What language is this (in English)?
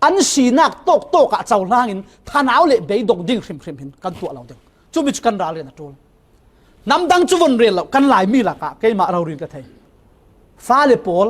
Falam Chin